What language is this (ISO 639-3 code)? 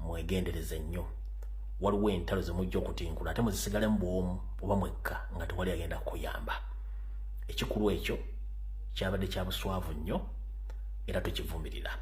lug